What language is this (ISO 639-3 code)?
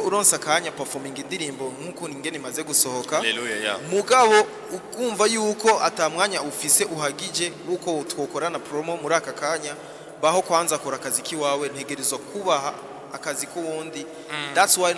run